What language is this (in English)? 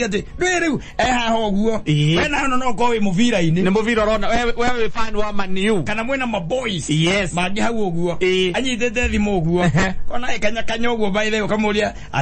Kikuyu